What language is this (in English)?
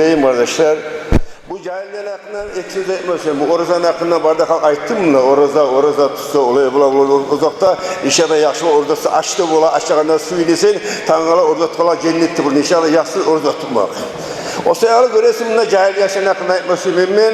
Kumyk